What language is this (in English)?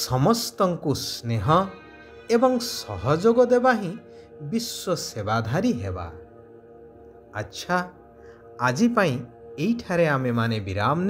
Odia